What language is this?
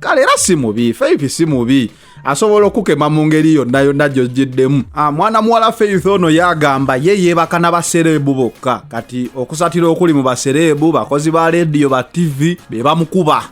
Ganda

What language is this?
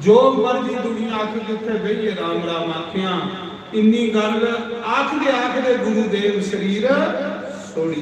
Dogri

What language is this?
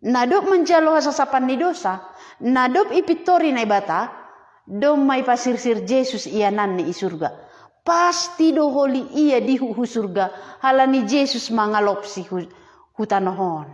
Batak Simalungun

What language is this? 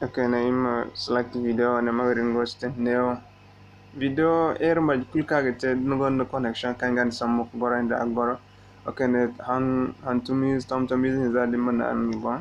Zarma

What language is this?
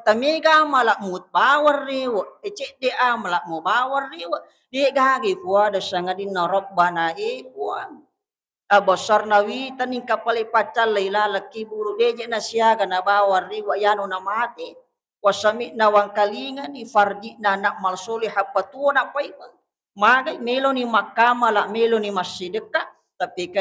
Buginese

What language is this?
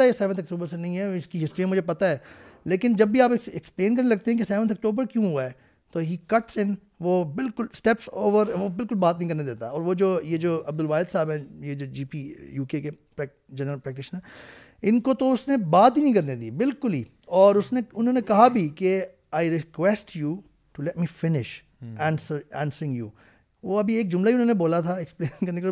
Urdu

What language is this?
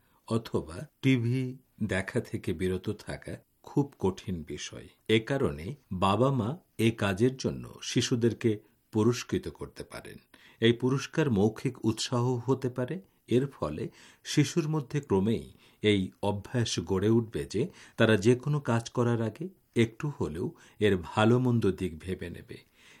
Bangla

